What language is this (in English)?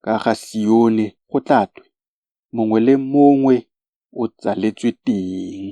Tswana